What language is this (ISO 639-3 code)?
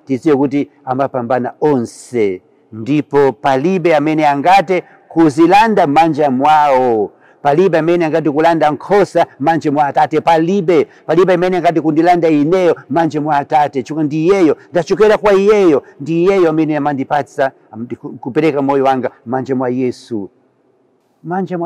nya